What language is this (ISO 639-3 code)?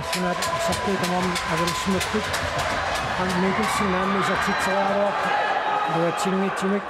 kal